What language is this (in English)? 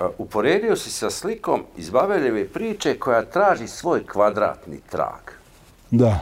Bosnian